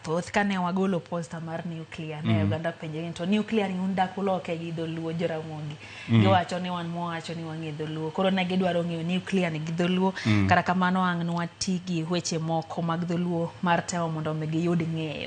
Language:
Luo (Kenya and Tanzania)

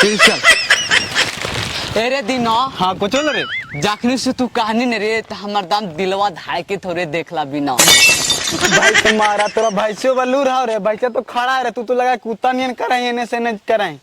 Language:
Magahi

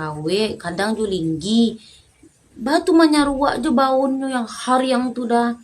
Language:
Minangkabau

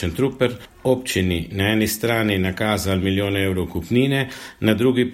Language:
Slovenian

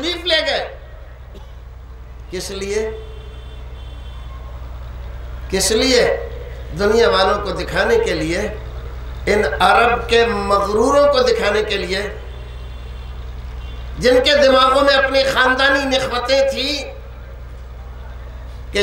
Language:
Urdu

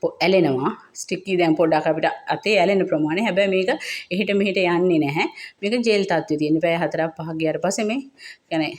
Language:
Sinhala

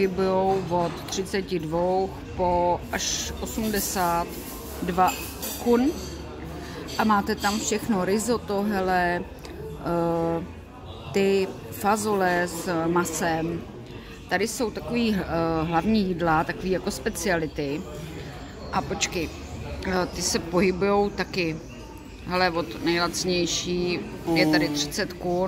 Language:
Czech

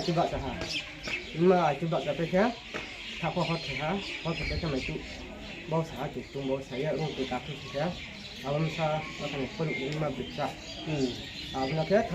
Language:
Riang (India)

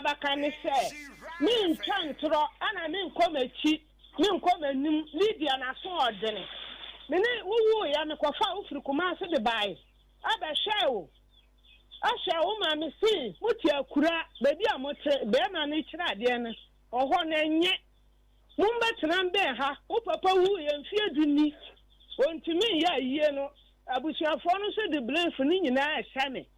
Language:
Akan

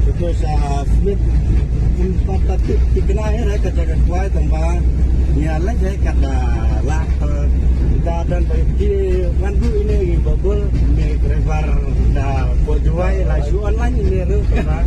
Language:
Khasi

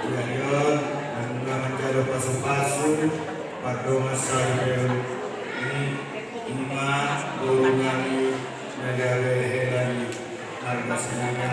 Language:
Batak Toba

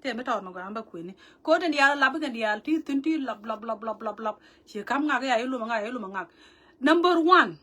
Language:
Nuer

